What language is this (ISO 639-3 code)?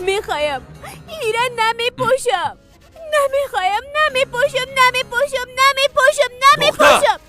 fas